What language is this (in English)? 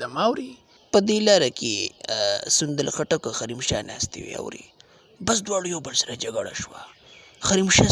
Pashto